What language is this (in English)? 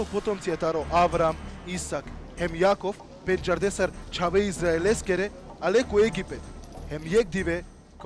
Balkan Romani